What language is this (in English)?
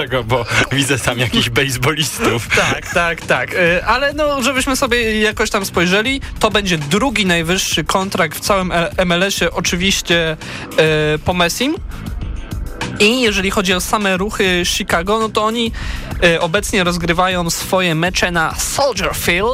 Polish